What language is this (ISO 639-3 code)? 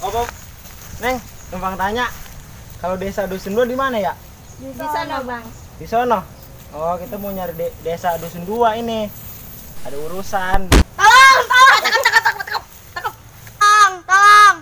bew